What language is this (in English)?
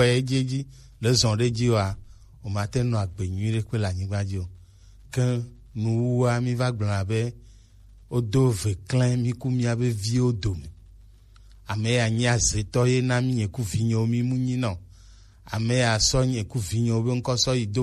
Gen